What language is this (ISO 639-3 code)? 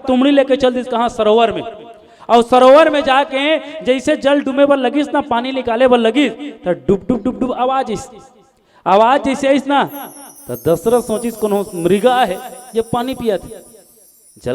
hne